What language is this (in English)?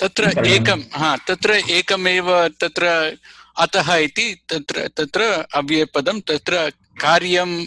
Sanskrit